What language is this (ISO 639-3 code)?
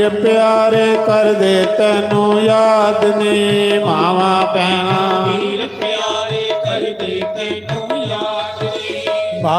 doi